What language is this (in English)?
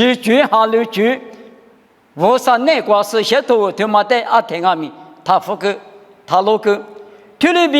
Lisu